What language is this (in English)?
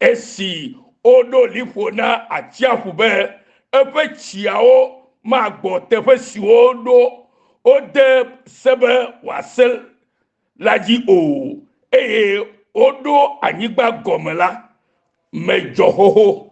Ewe